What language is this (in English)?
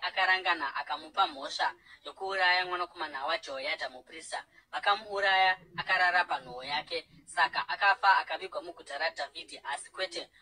Shona